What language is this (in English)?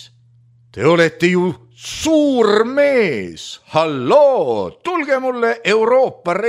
Estonian